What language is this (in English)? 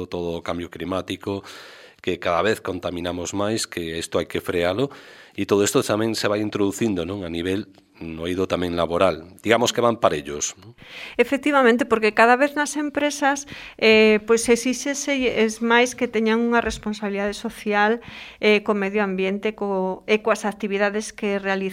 Galician